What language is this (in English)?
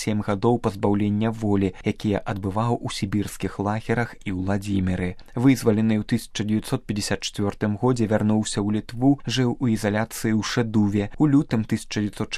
Belarusian